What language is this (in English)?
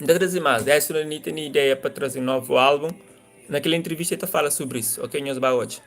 Kabuverdianu